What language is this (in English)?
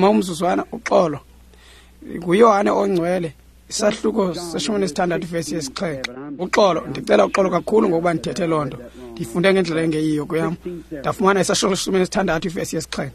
Xhosa